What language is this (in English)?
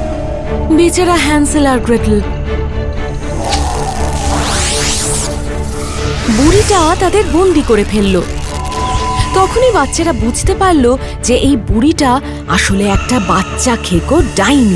Bangla